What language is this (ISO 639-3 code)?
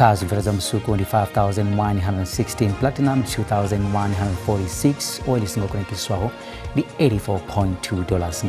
ven